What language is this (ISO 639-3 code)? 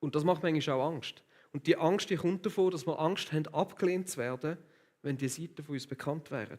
gsw